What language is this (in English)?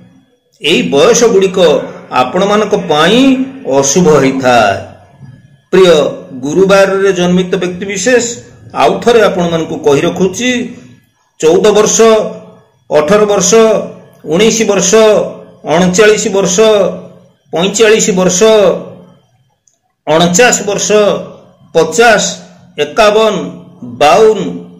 Odia